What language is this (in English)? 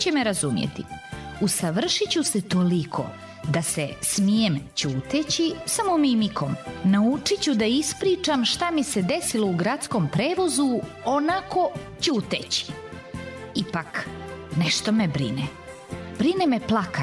Serbian